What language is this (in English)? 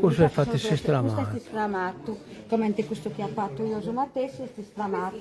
Sardinian